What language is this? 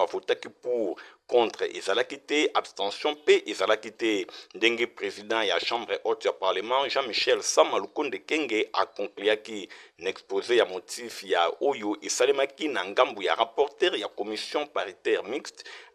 Lingala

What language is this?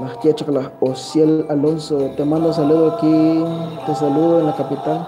Kekchí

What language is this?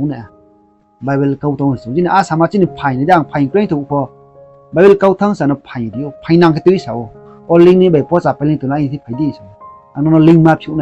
Riang (India)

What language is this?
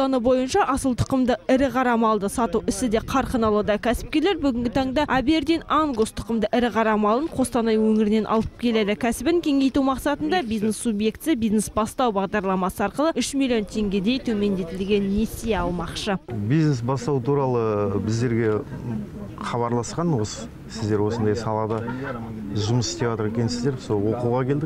Kazakh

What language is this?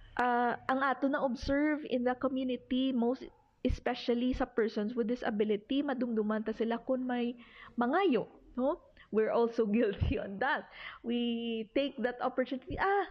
Hiligaynon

